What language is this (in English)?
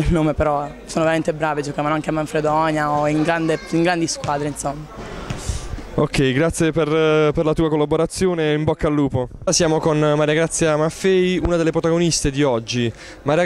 Italian